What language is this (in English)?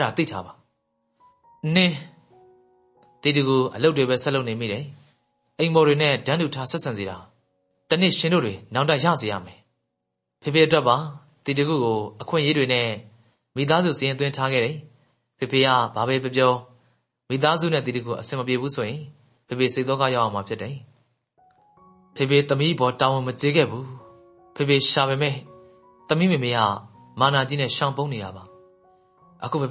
Burmese